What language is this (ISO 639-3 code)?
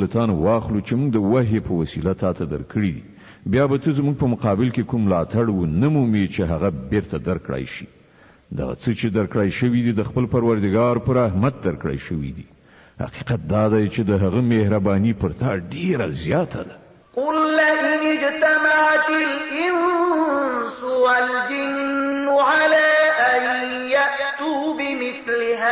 pus